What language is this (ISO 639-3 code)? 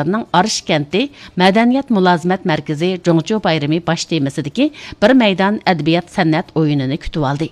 uig